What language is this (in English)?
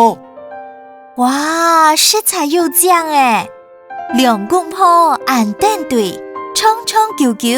Hakka Chinese